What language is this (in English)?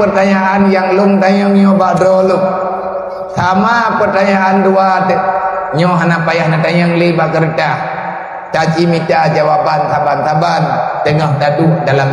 Achinese